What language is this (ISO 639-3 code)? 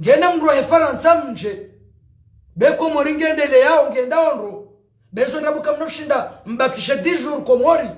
zdj